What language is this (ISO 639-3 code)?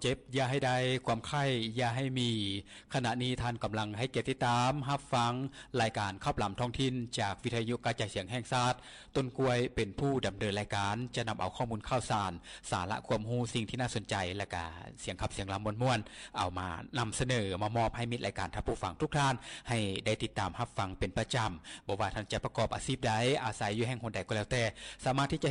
lao